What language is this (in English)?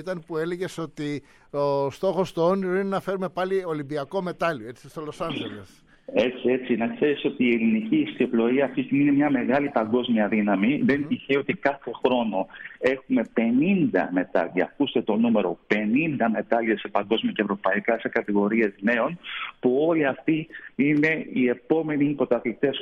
Greek